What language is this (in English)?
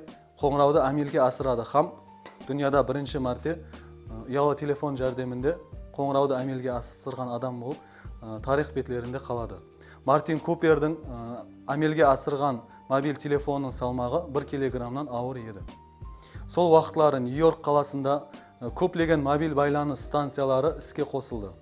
Kara-Kalpak